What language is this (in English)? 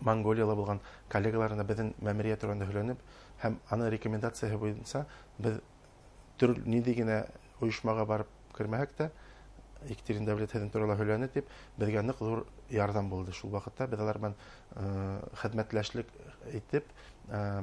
Bashkir